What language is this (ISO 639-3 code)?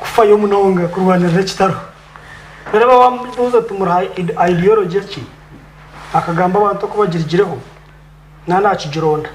nyn